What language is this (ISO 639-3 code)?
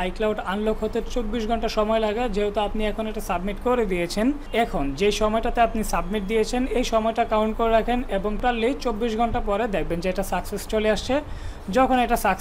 ben